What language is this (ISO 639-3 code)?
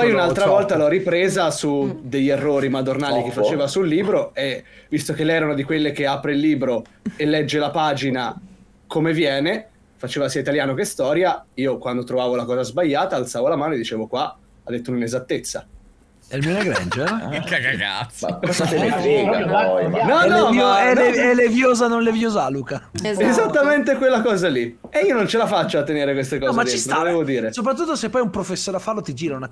ita